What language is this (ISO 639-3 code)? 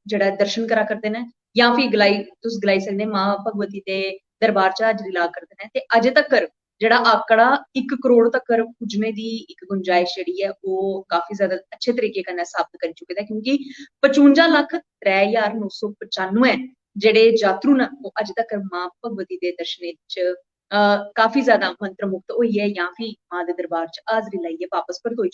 doi